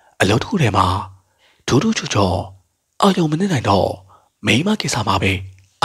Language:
Burmese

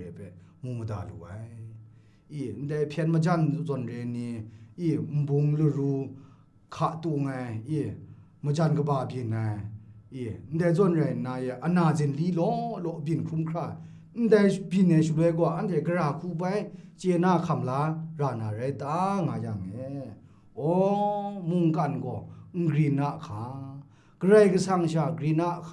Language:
Kachin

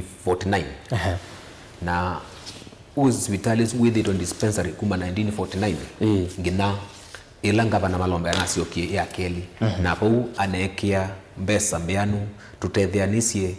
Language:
Kamba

